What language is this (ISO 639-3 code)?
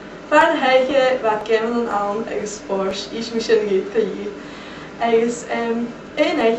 gla